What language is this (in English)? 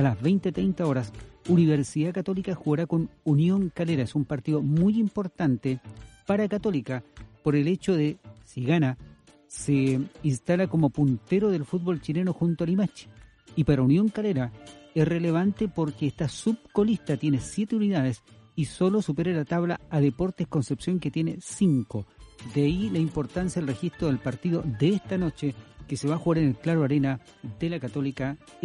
Spanish